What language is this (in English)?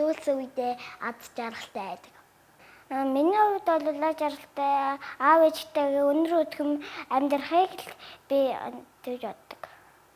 Mongolian